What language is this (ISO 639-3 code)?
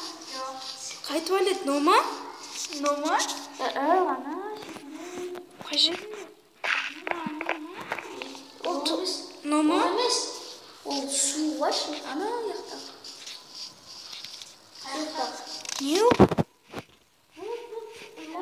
kaz